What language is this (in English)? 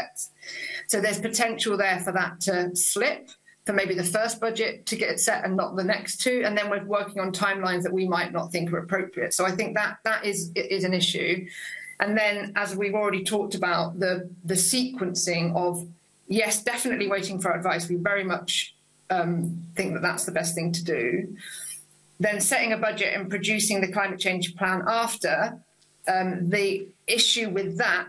English